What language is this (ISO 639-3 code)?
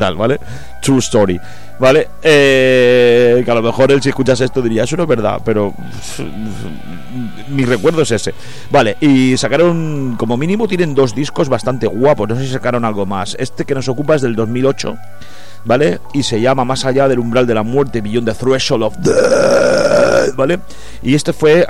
spa